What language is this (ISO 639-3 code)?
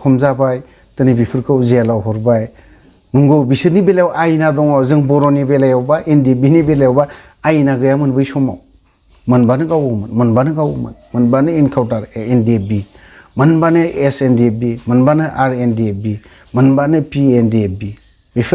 brx